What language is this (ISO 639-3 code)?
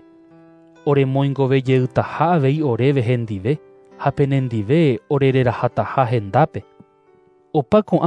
grn